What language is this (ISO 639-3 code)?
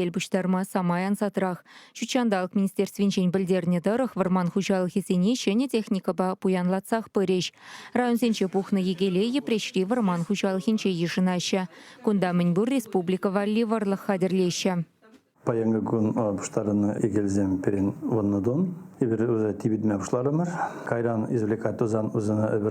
chv